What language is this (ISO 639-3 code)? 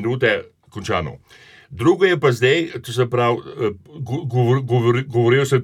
slv